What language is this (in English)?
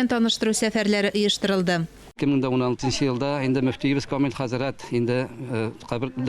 Tatar